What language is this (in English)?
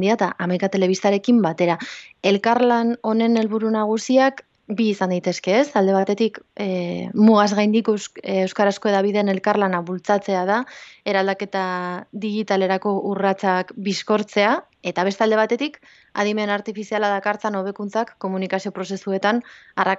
Basque